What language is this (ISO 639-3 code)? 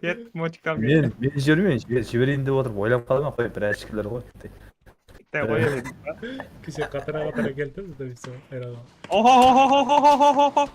kaa